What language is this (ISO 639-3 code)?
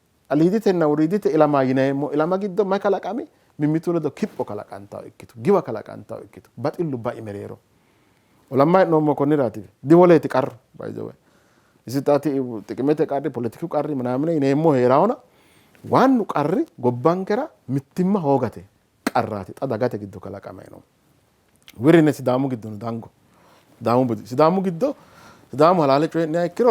sid